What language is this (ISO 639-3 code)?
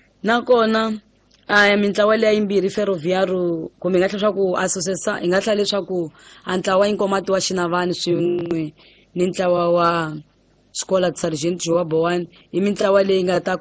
tso